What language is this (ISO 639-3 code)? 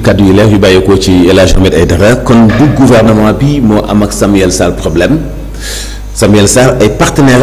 wol